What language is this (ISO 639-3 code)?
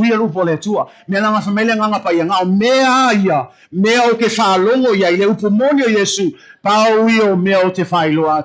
smo